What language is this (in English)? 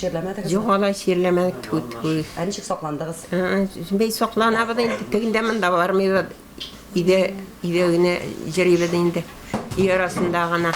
Tatar